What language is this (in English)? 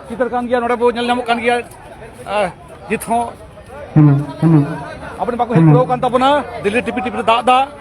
Santali